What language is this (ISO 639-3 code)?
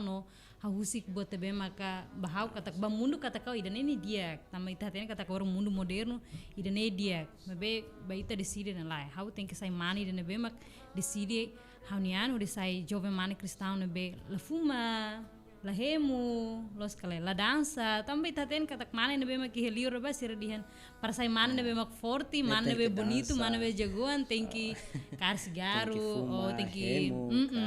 tet